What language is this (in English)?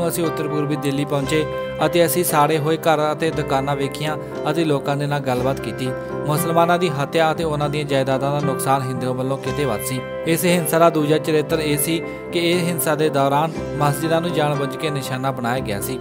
Punjabi